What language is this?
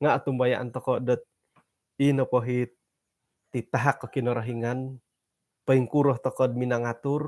Central Dusun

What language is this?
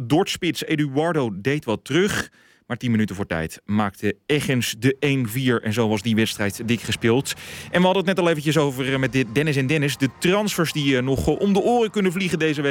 Dutch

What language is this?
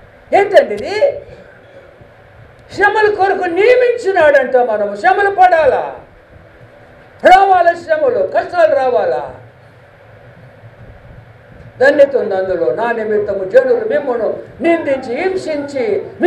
Telugu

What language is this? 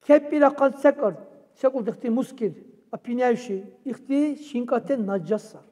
Dargwa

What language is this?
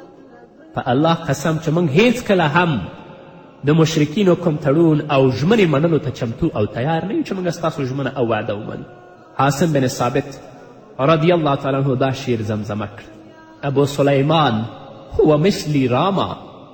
Pashto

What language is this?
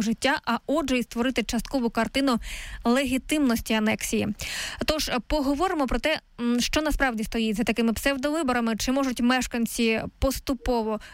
Ukrainian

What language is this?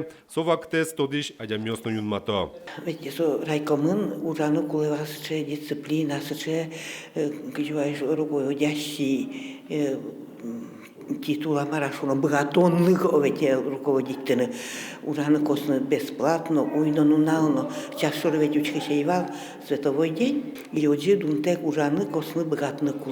Udmurt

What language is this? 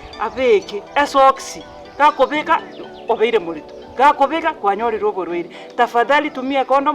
Gusii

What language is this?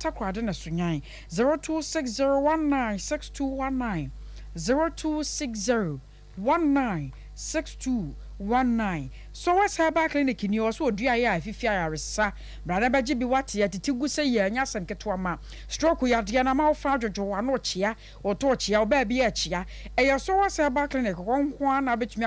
Akan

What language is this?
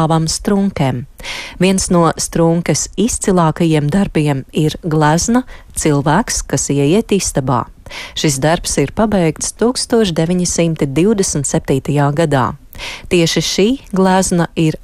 Latvian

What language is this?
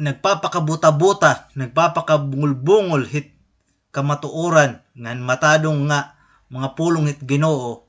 Waray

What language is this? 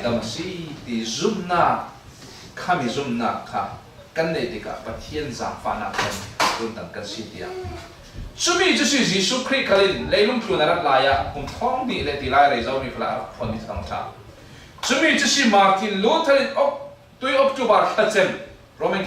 Falam Chin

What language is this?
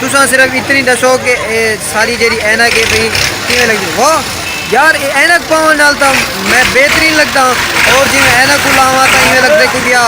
Saraiki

